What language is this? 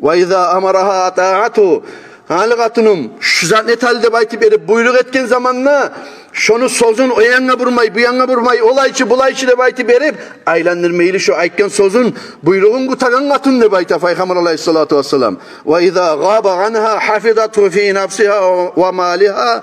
Kumyk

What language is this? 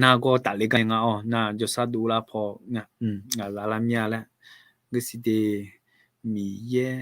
Akha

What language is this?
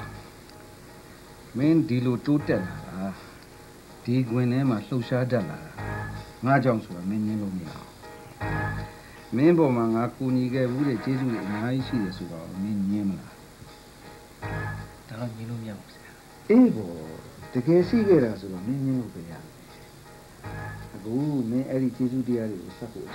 Burmese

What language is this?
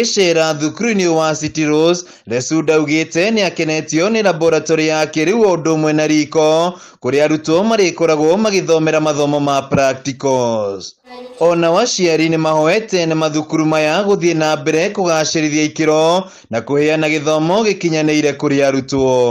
Kikuyu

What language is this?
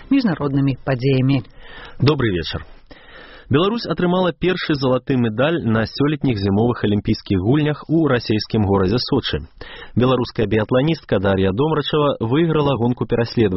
Belarusian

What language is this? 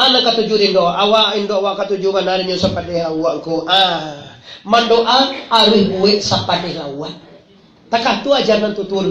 Minangkabau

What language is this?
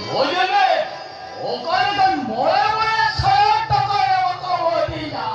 Santali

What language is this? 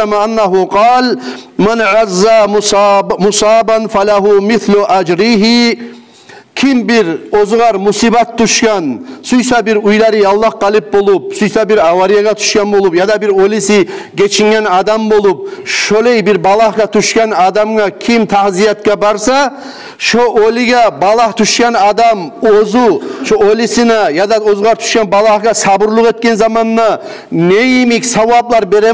Kumyk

